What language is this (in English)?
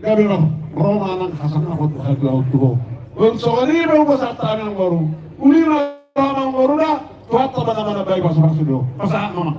Batak Toba